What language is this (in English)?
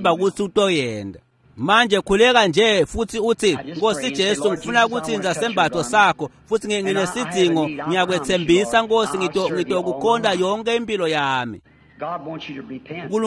Swati